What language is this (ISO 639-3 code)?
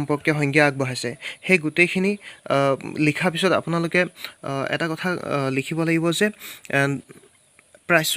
asm